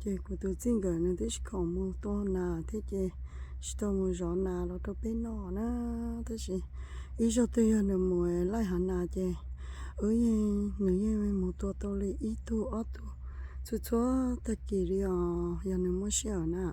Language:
Hmong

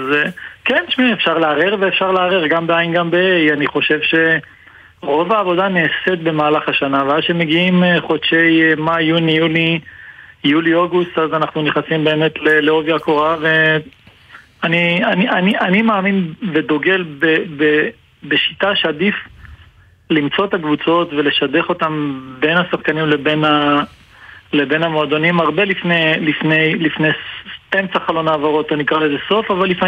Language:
Hebrew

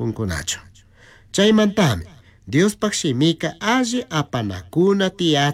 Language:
Chimborazo Highland Quichua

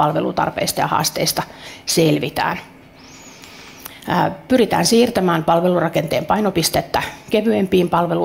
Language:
Finnish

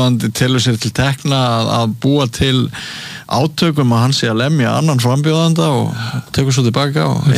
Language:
Icelandic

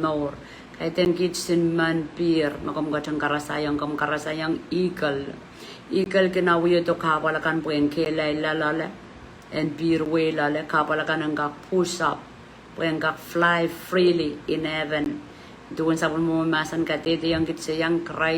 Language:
Pohnpeian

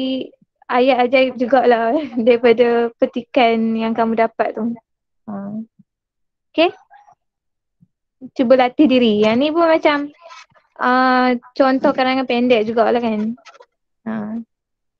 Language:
Malay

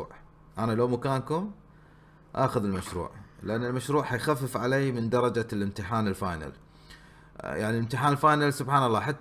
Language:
Gulf Arabic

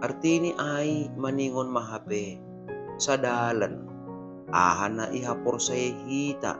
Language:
Batak Simalungun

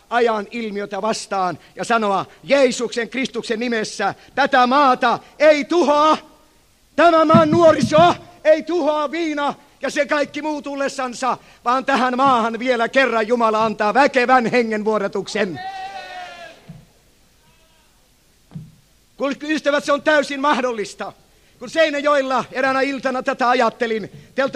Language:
Finnish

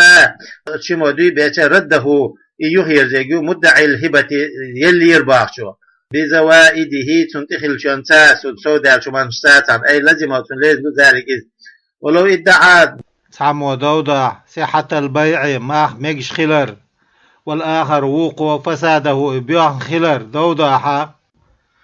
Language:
Chechen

